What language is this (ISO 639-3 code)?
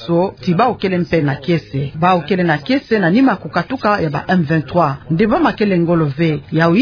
ktu